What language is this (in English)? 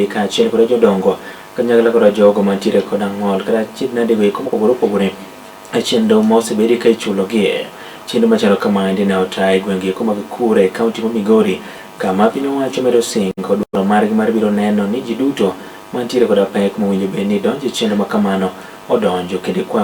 Luo (Kenya and Tanzania)